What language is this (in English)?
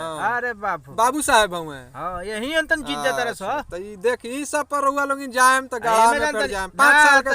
Bhojpuri